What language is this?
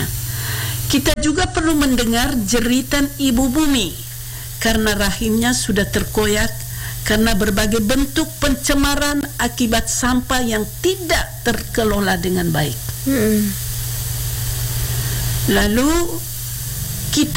Indonesian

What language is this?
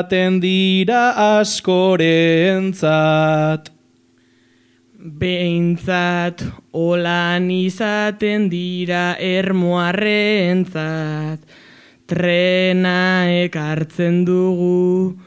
Basque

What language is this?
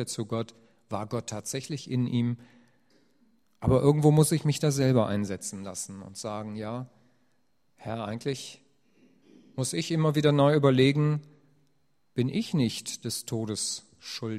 German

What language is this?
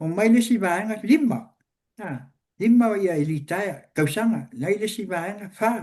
Samoan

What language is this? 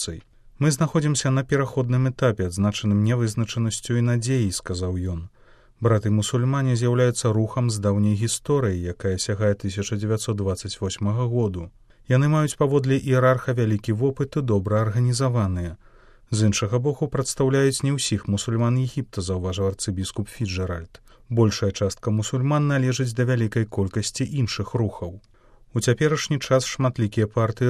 Belarusian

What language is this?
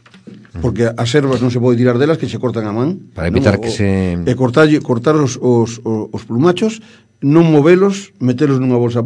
Galician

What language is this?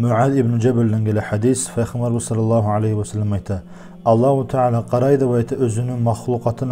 Kumyk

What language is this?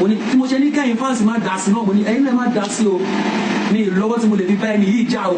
Yoruba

